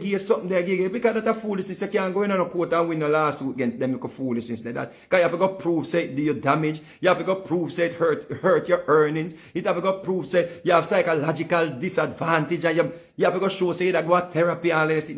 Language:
Jamaican Creole English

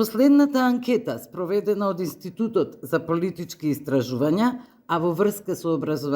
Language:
Macedonian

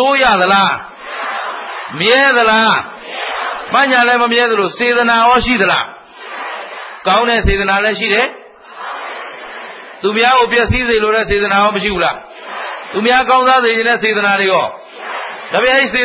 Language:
Burmese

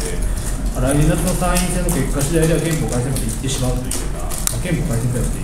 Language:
Japanese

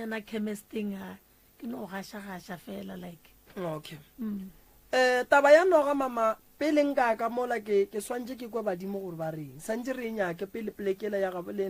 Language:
Northern Sotho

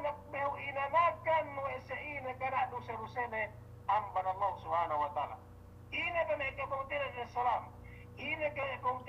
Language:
Yakan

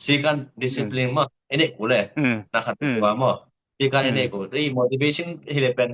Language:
Tedim Chin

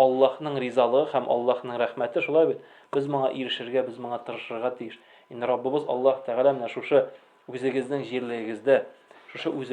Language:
Tatar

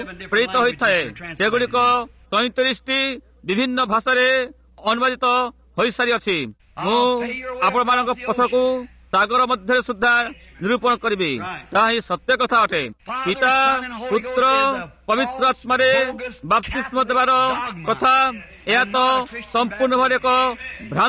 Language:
Odia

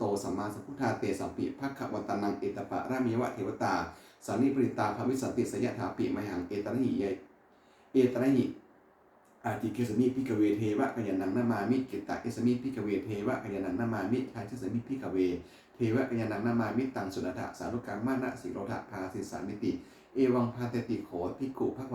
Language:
Pali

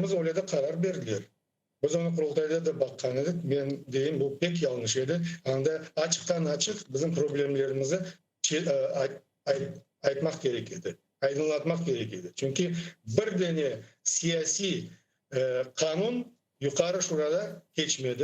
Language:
Crimean Tatar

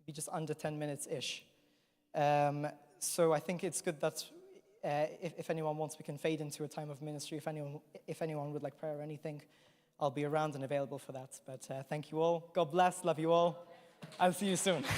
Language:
English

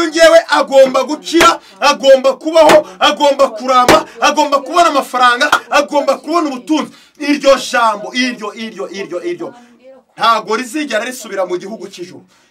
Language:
Kinyarwanda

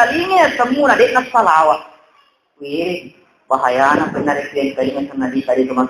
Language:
Buginese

